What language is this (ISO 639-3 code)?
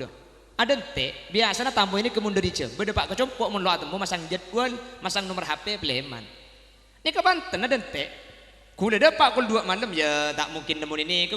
mad